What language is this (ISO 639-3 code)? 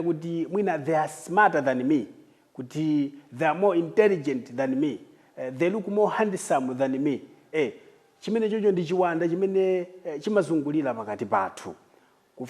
nya